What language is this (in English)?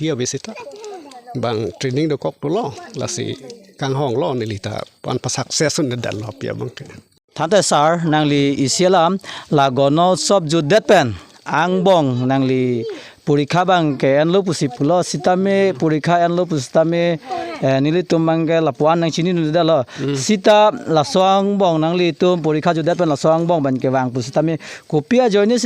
Karbi